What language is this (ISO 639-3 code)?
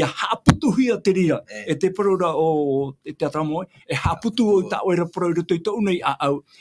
tah